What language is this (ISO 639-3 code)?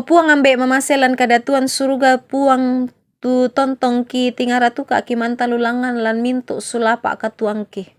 sda